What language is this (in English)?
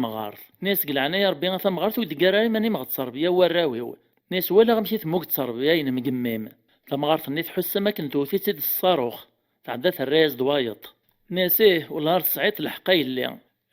Kabyle